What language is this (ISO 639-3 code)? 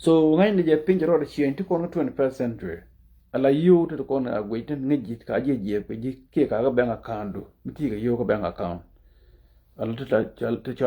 nus